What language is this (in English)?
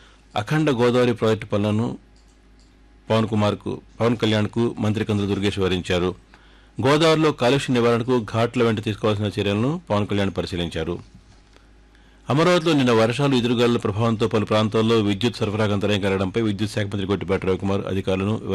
Telugu